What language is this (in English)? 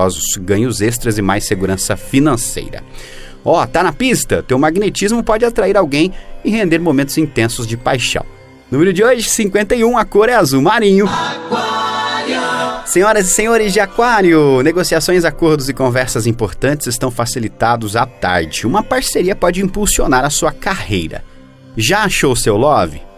Portuguese